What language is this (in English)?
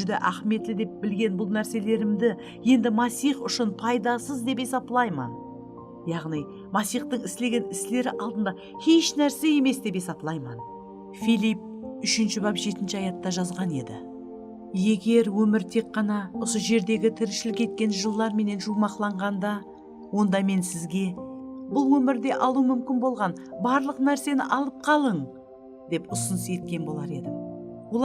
Kara-Kalpak